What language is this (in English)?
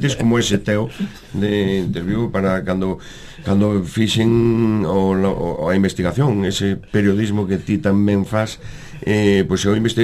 Galician